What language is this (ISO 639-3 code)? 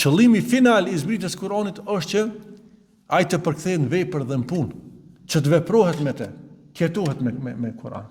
sqi